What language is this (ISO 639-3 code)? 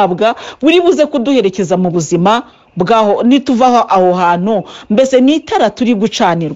kin